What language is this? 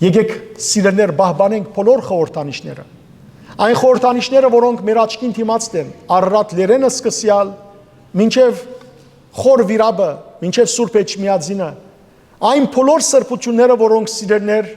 Western Armenian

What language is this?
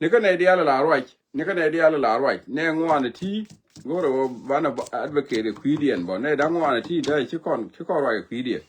Nuer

